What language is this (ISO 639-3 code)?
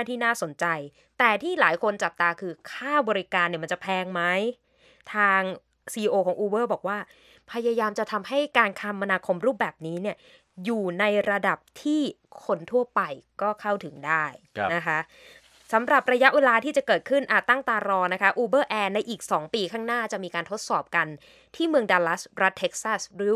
tha